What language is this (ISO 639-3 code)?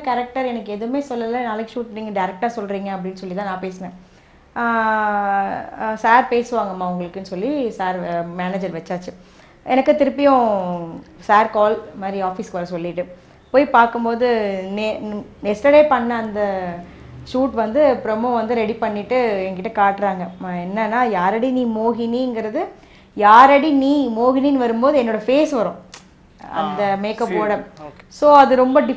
tam